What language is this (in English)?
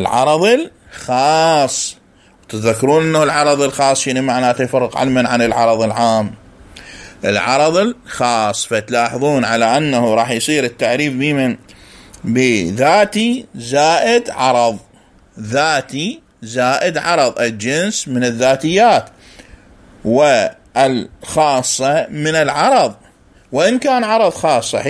Mesopotamian Arabic